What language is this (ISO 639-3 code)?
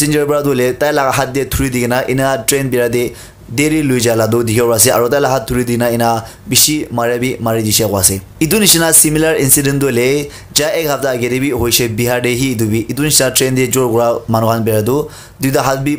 nag